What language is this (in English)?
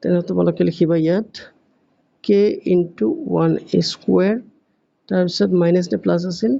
Assamese